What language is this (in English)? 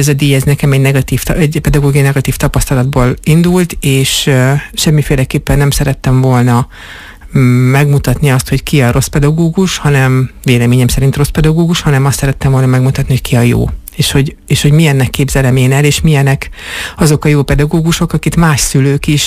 Hungarian